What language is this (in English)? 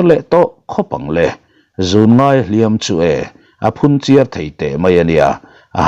Mizo